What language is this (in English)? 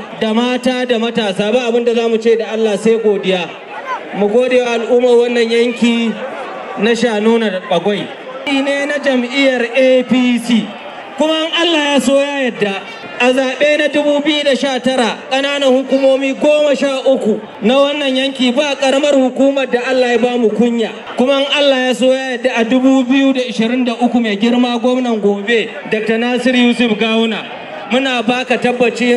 Hausa